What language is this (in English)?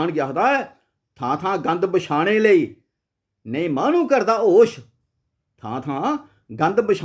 Dogri